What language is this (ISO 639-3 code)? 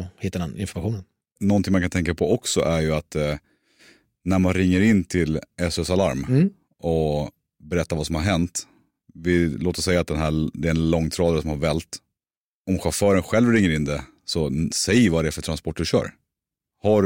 swe